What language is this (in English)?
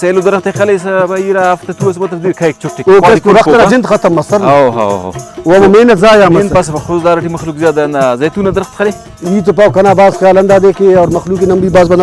Brahui